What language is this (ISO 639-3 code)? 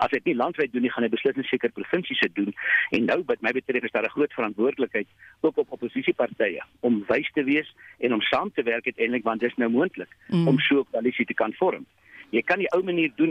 afr